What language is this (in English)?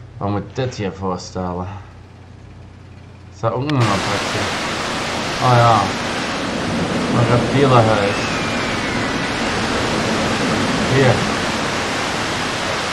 Dutch